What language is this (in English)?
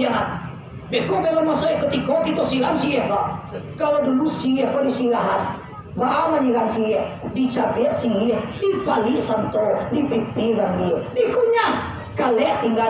Minangkabau